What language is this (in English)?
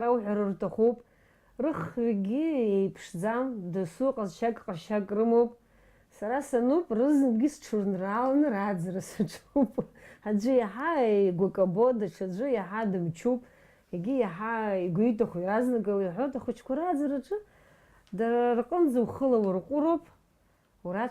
Abkhazian